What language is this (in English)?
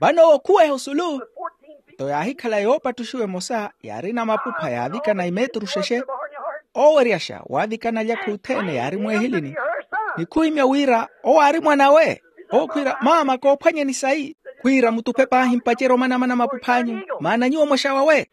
Makhuwa